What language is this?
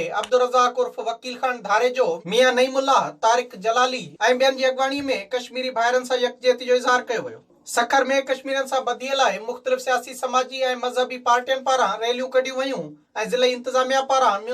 Sindhi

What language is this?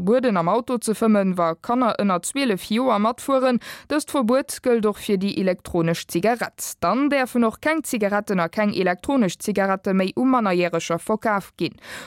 Luxembourgish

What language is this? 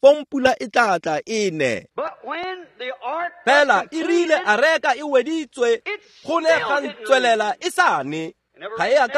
Tswana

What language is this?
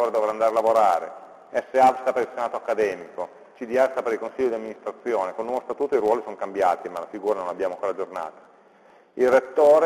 Italian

